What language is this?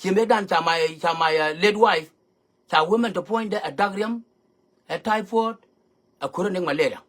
Nuer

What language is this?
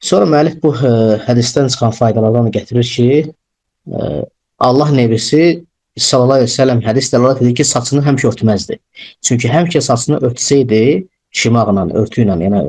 Azerbaijani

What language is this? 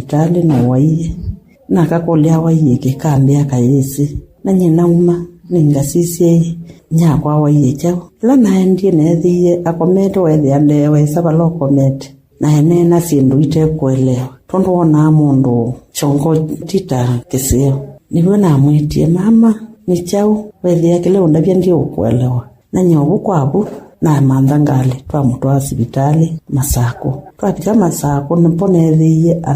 Kamba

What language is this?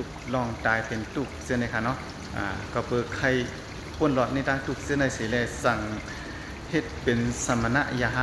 Shan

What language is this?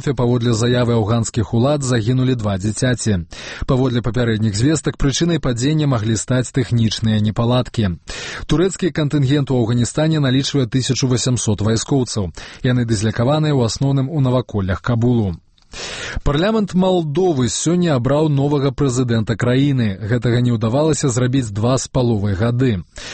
Belarusian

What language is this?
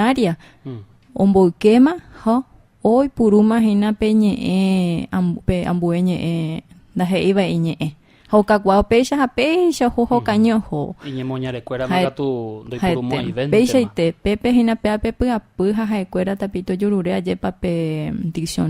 Guarani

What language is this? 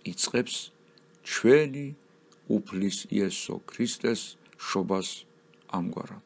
Georgian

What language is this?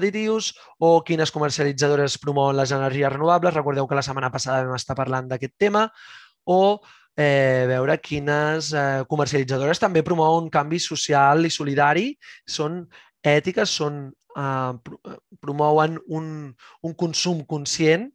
Catalan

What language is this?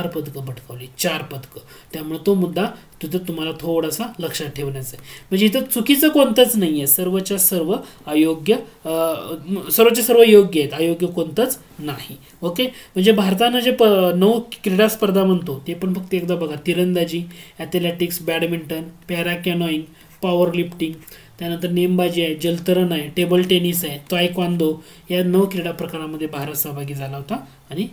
Marathi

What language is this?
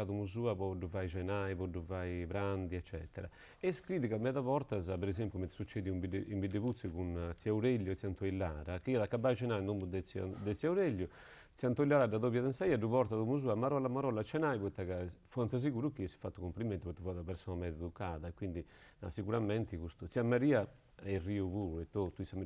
Sardinian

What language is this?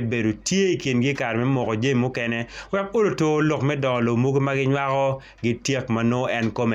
Acoli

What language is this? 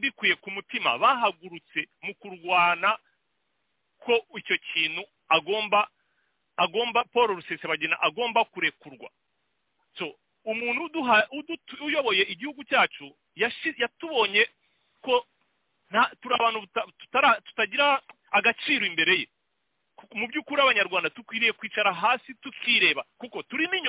Kinyarwanda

